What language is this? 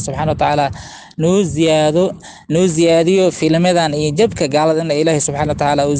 Somali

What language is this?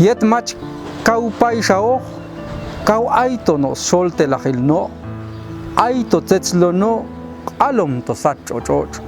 Popti'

